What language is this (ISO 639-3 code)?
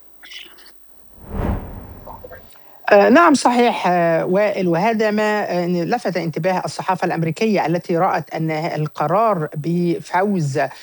ara